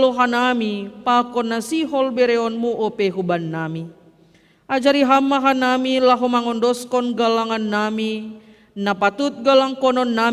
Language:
Batak Simalungun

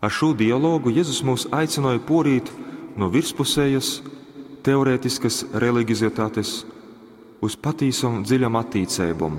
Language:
Latgalian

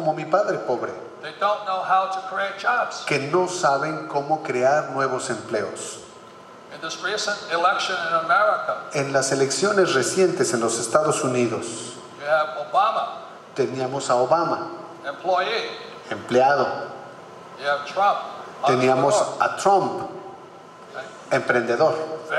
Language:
Spanish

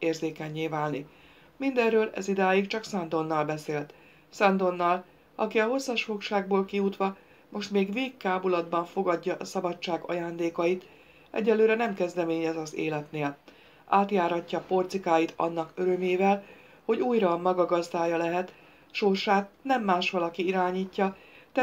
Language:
Hungarian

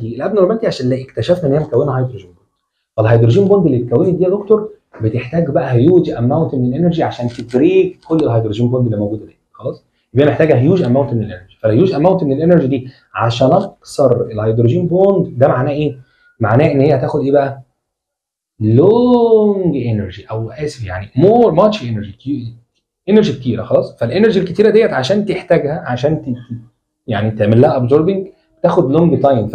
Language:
Egyptian Arabic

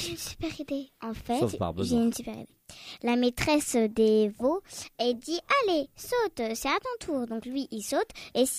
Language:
French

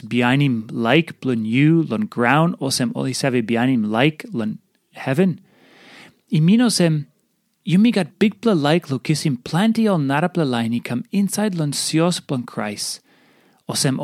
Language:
Tok Pisin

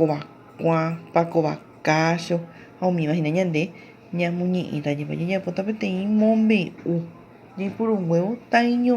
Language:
Guarani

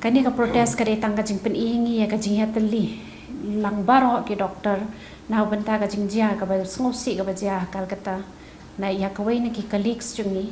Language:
Khasi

